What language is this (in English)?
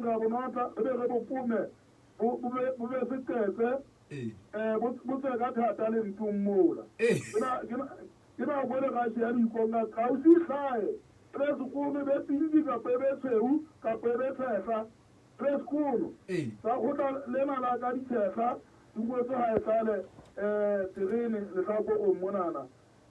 Southern Sotho